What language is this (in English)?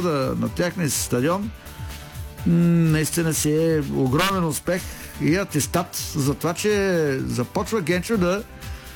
Bulgarian